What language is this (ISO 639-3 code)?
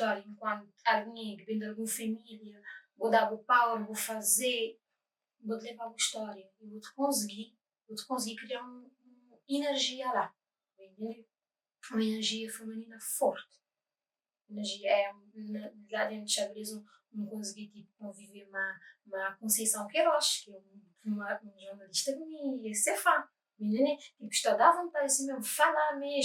kea